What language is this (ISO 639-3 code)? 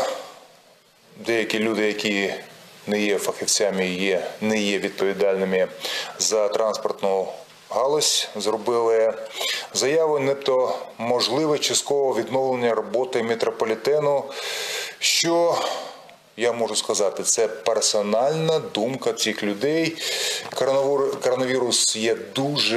ukr